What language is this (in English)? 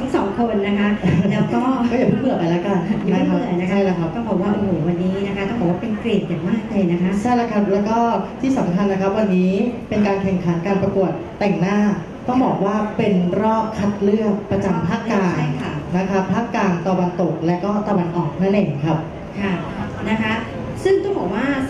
Thai